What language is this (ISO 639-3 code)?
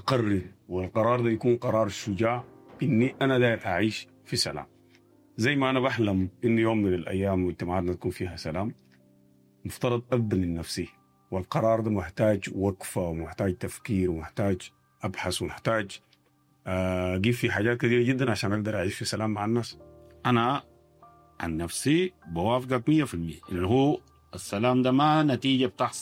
apd